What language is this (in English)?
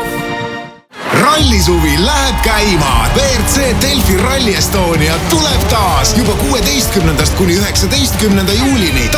Estonian